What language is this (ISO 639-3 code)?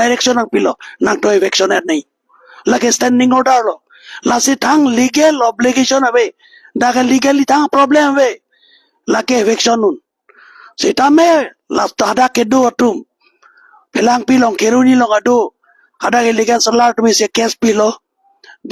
mjw